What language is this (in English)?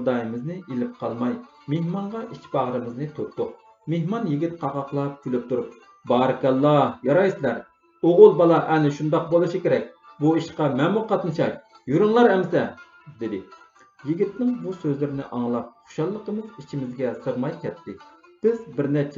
Uyghur